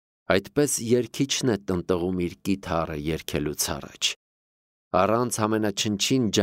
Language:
Armenian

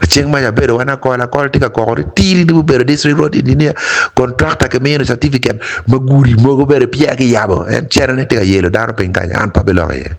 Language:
Acoli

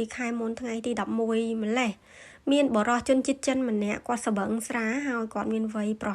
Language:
Khmer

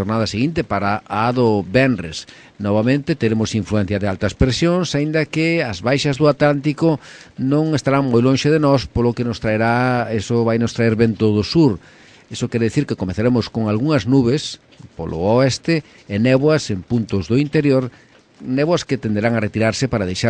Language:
Galician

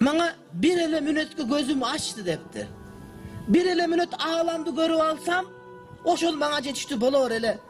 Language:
Kyrgyz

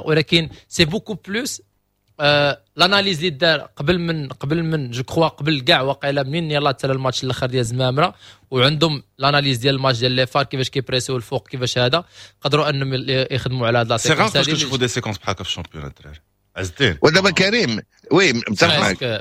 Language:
Moroccan Arabic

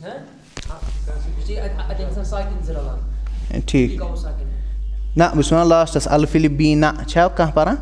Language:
Kashmiri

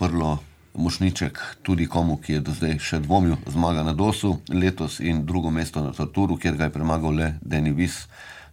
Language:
Slovenian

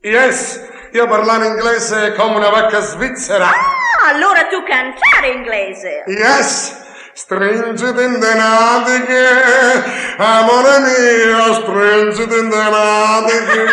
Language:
Neapolitan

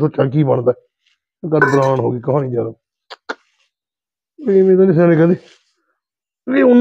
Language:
Punjabi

